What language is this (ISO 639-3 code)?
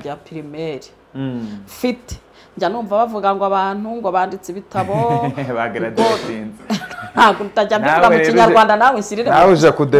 kin